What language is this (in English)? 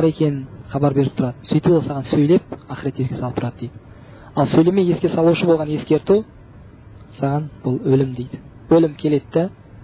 Kazakh